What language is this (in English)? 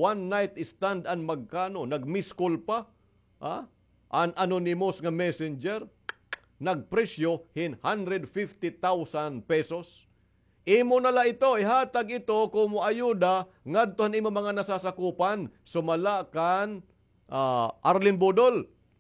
Waray